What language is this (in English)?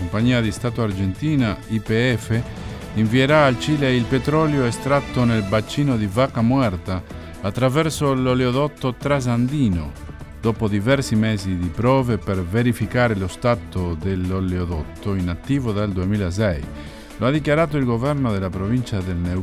Italian